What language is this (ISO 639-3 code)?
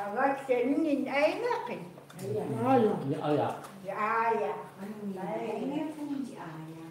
ckt